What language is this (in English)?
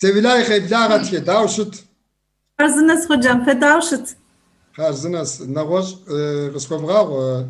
Kabardian